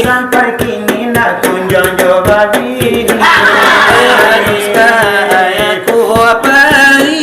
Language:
Minangkabau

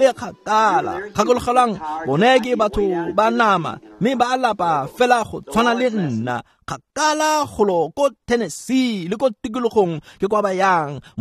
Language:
Tswana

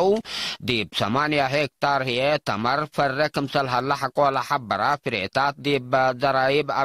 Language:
Tigre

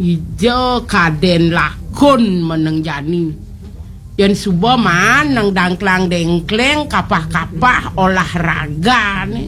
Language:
Balinese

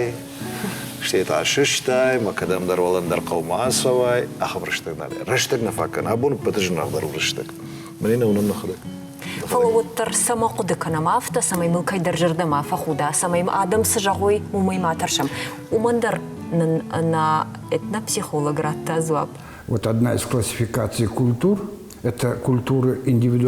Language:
Ossetic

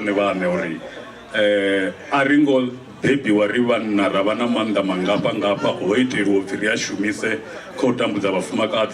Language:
Venda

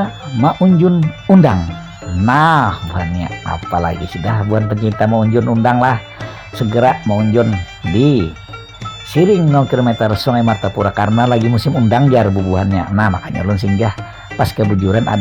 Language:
Banjar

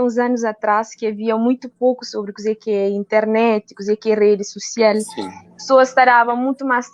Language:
Kabuverdianu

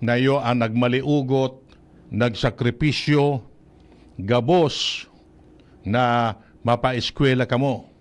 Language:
Bikol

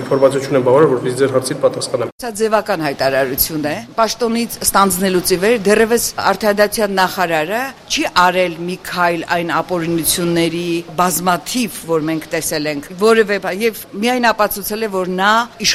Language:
Armenian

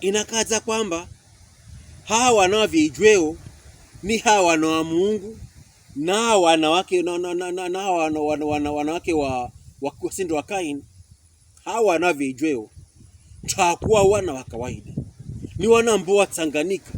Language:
Pokomo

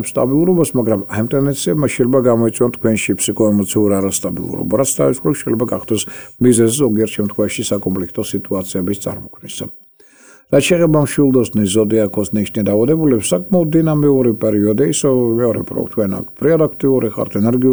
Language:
Georgian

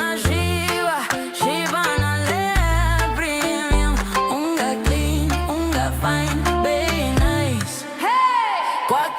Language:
Meru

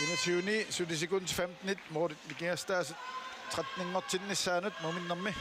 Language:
Kalaallisut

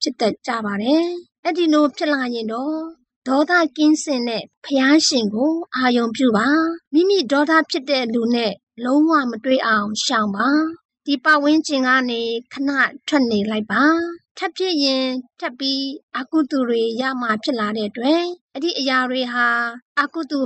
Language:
Burmese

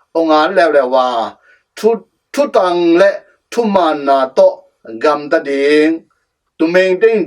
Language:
Tedim Chin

